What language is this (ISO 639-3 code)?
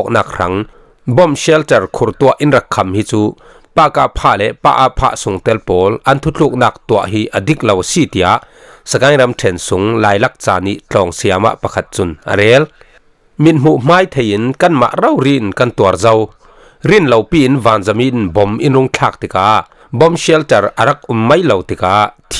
cfm